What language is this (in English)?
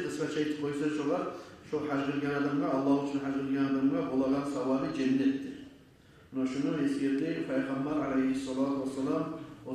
Kumyk